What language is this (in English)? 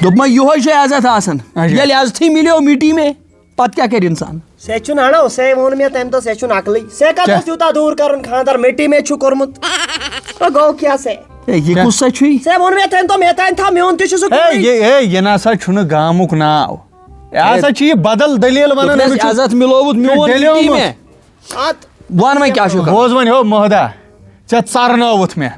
Kashmiri